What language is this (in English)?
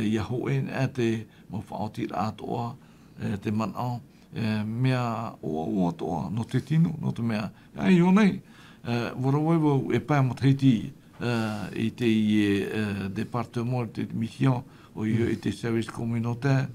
Tahitian